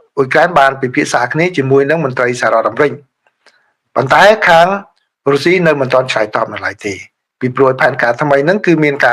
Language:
Khmer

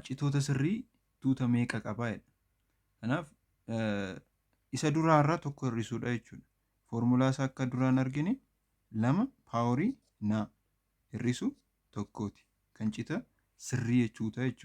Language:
Oromo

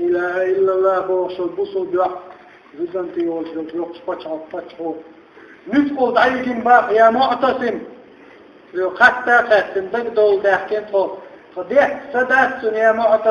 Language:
Chechen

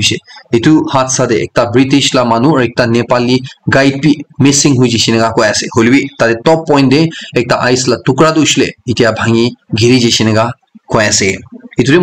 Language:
Naga Pidgin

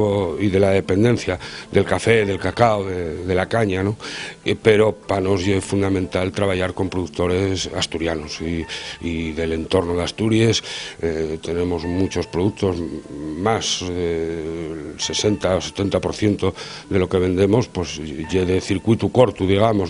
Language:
Asturian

